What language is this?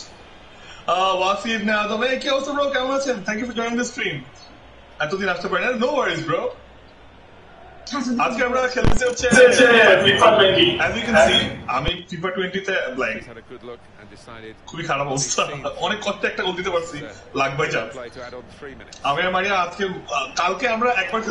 Bangla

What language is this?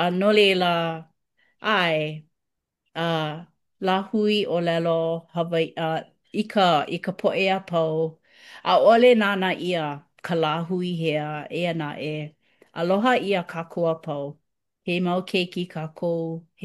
Hawaiian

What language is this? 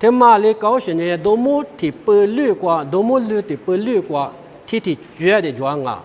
Lisu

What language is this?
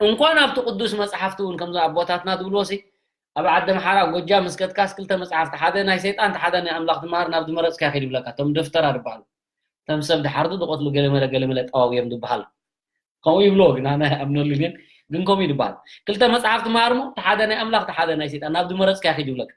Tigrinya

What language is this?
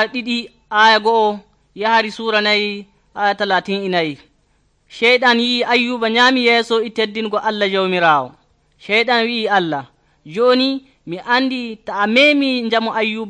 Nigerian Fulfulde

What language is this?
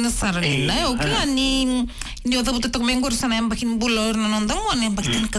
Fijian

